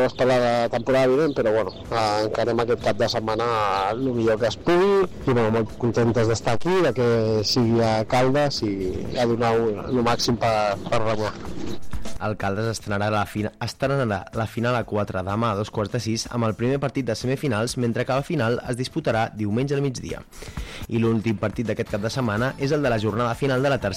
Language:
Catalan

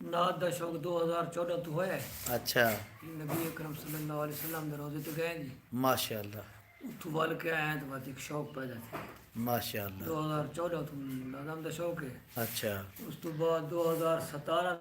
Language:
Saraiki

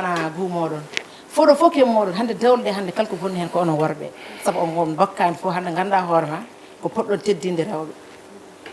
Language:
Fula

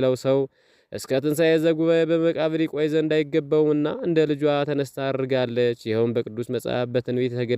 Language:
Amharic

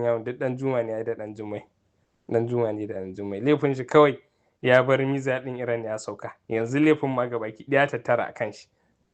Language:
Hausa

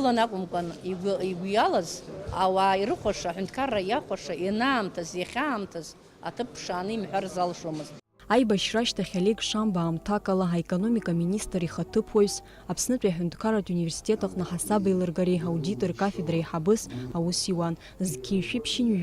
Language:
Abkhazian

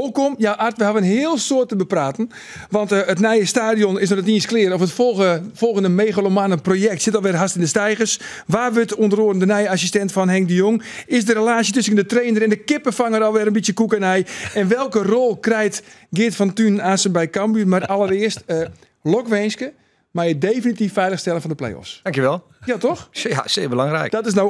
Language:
Western Frisian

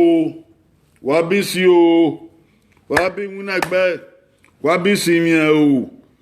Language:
Bini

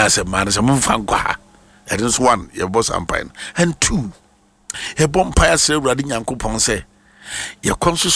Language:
Akan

